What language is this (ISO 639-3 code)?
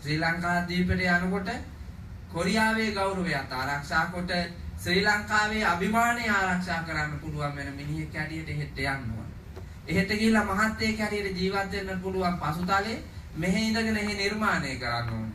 sin